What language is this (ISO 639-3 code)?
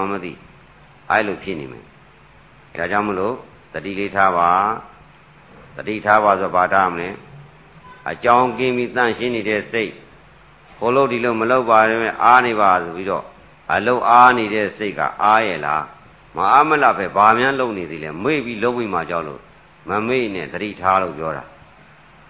mya